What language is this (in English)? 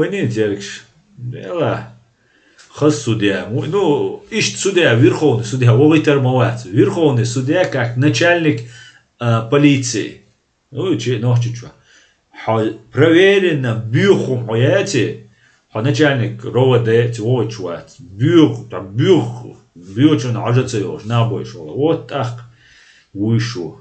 Chechen